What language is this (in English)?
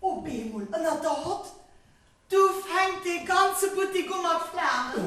Luxembourgish